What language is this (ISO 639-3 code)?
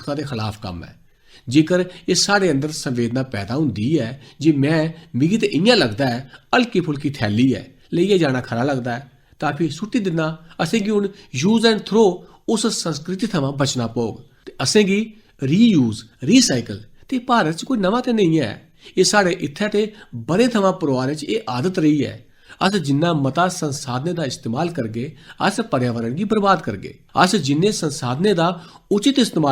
doi